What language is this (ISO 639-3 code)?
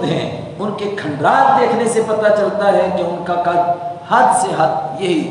urd